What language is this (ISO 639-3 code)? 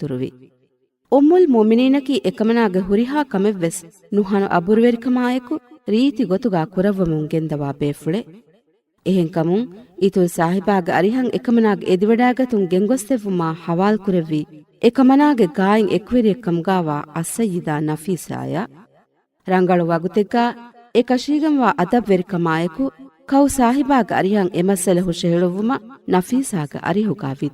div